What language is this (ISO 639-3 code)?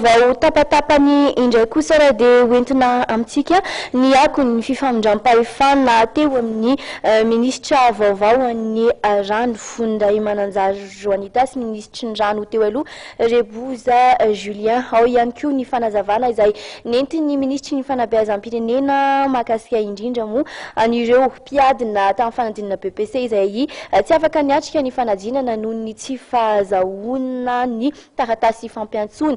mlg